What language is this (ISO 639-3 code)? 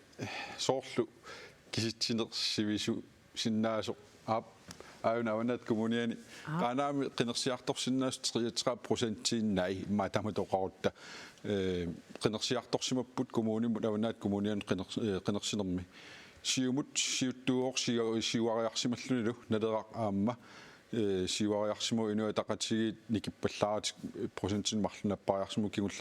kal